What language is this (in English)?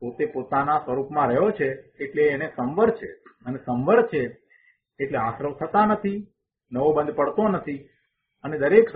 Gujarati